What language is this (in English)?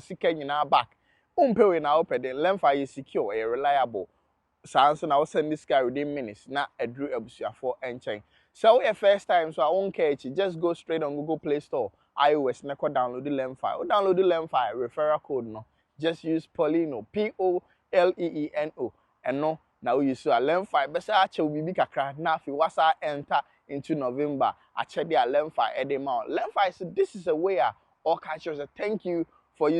Akan